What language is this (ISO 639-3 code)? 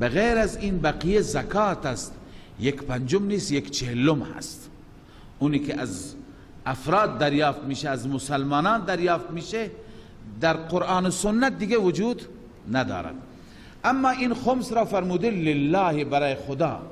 fas